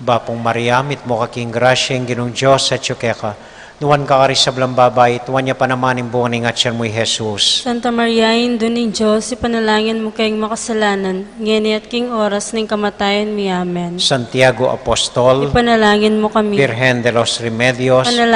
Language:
Pampanga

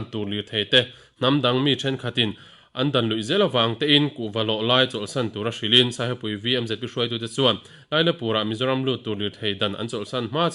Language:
Mizo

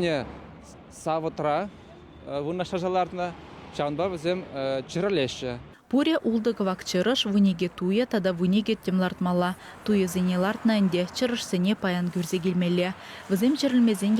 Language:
Chuvash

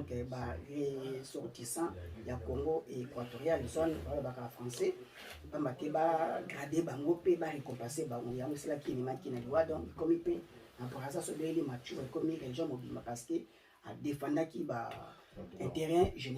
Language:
Lingala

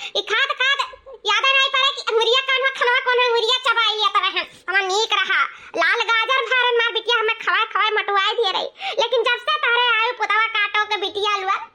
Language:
Awadhi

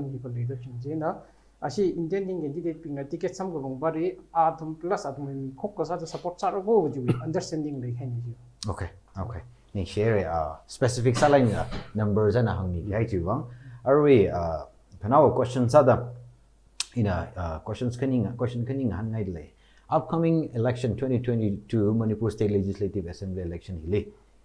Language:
Tangkhul Naga (India)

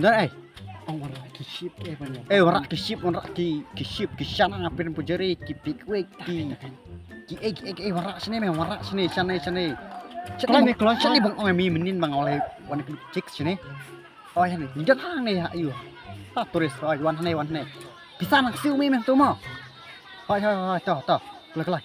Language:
Khasi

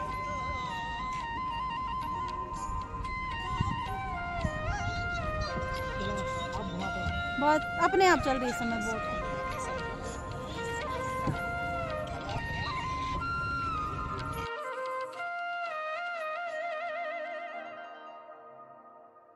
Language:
Hindi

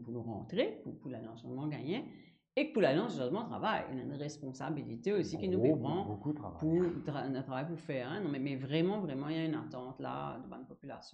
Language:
Morisyen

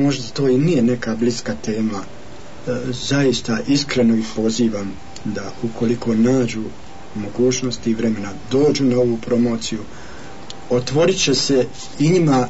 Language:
Bosnian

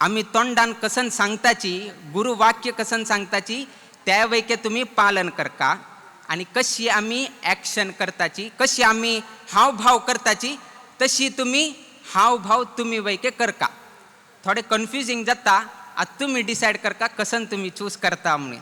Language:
Konkani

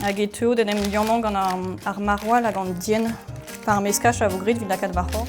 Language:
Breton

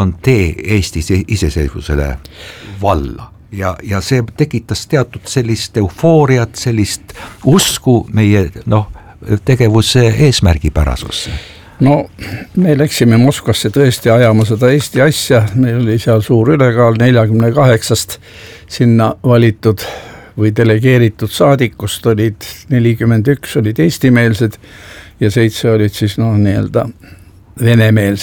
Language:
Estonian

